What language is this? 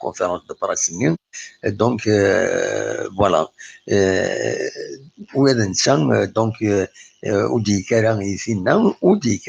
Kabyle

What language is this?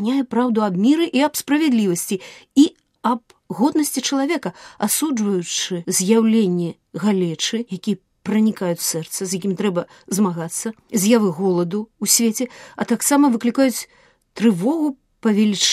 Belarusian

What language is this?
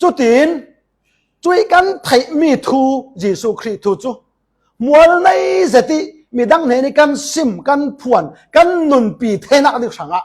Falam Chin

